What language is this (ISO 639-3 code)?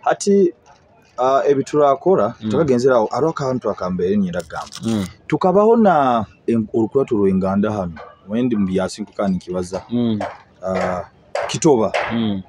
nyo